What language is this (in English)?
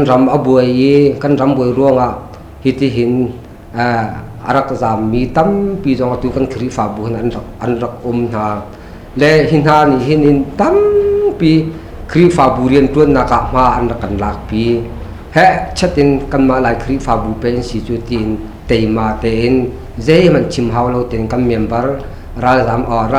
Hakha Chin